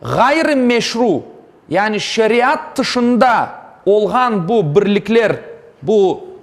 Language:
Crimean Tatar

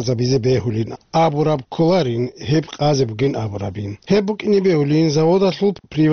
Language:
Avaric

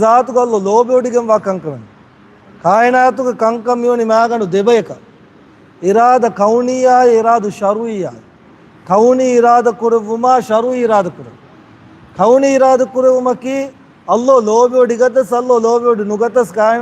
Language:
Divehi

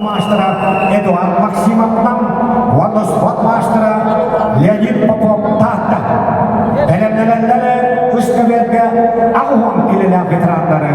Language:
Yakut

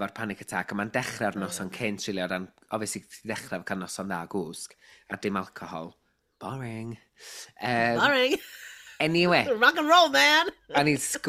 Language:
Welsh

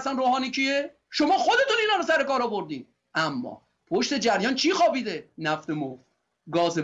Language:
Persian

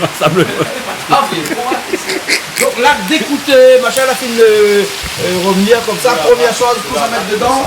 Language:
Réunion Creole French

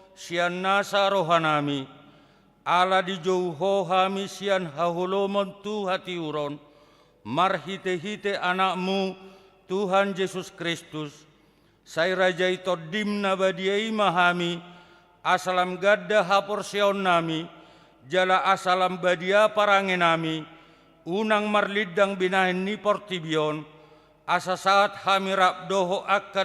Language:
Batak Toba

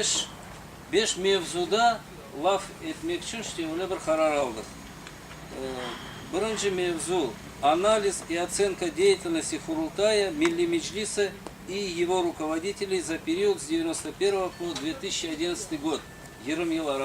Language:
Crimean Tatar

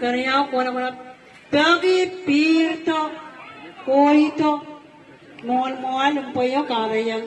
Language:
Pohnpeian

